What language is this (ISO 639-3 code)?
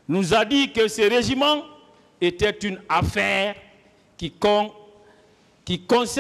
fra